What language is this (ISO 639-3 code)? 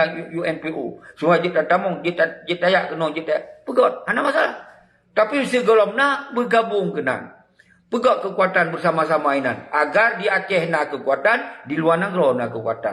ace